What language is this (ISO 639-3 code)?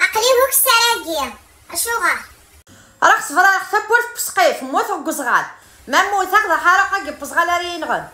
kab